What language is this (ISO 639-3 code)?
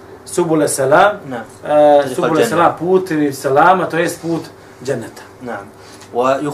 bos